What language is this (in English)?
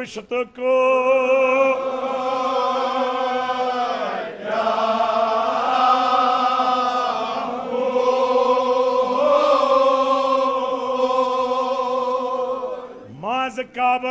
Kashmiri